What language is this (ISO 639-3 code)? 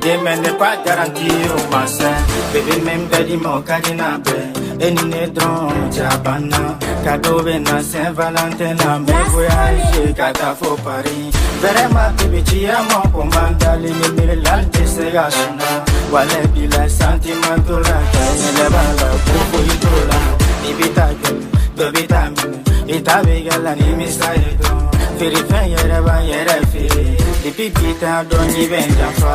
bam